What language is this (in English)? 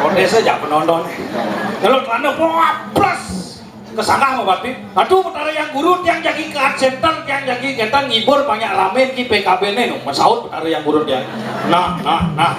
Balinese